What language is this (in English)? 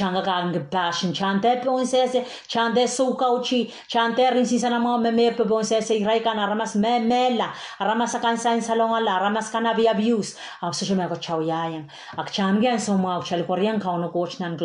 Pohnpeian